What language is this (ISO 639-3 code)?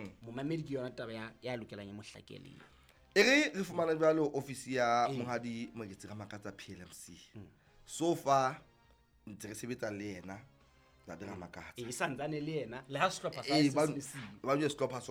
sot